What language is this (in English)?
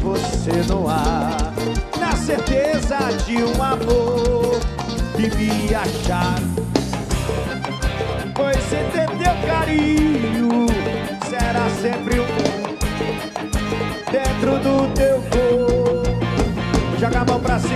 Portuguese